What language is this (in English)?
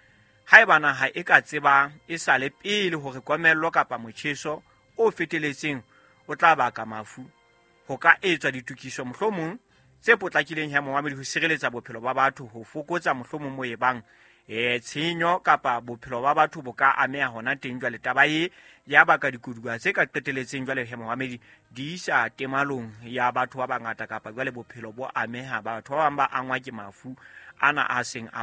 Southern Sotho